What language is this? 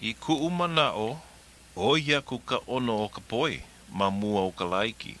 Hawaiian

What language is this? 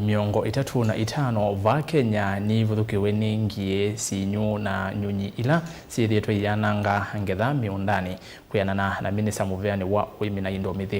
Kamba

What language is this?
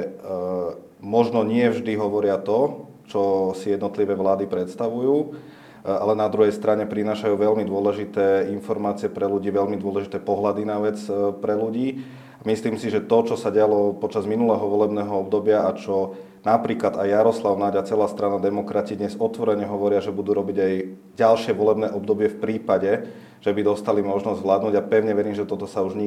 Slovak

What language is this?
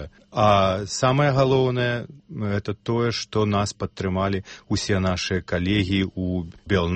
Belarusian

